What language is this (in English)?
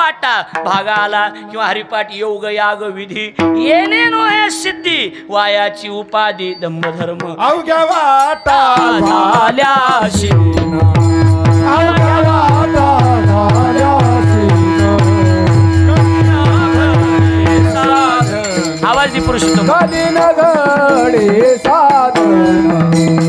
Marathi